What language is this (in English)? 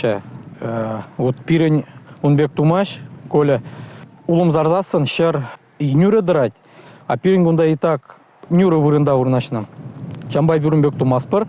Chuvash